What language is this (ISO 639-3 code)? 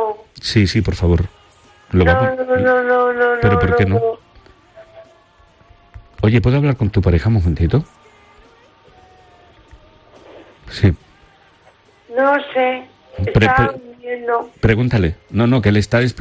spa